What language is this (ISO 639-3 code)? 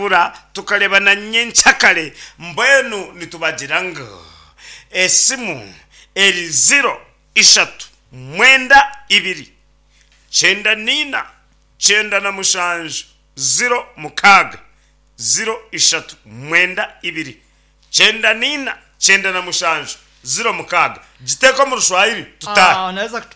nyn